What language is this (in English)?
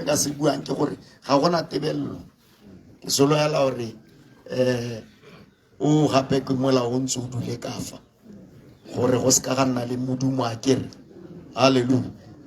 Tswana